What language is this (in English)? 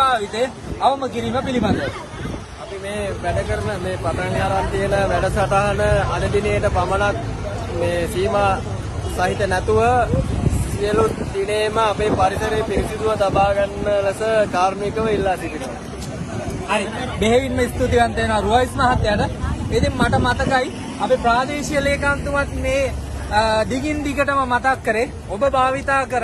Sinhala